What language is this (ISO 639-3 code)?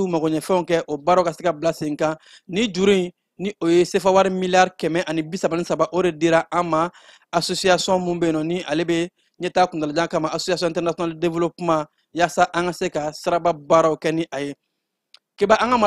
bam